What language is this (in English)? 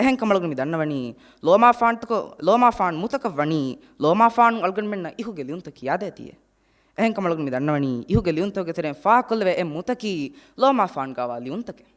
Divehi